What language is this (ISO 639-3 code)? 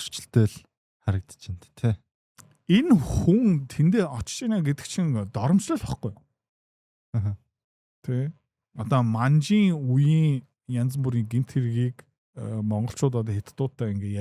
mon